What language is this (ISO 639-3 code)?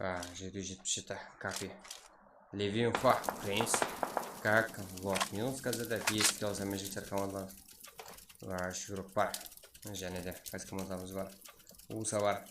kaa